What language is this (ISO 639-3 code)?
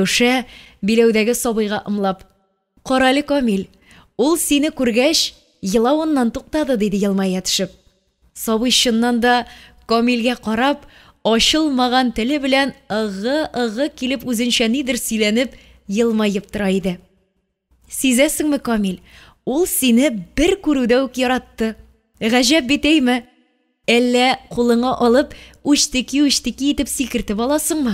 tat